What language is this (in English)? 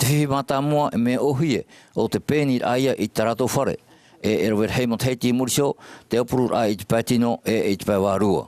Tahitian